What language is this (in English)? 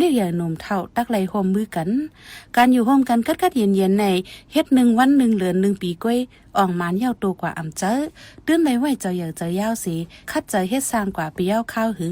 Shan